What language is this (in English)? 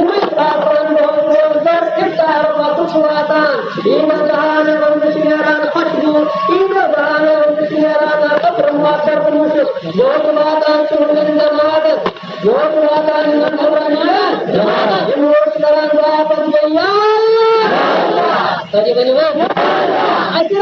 Kashmiri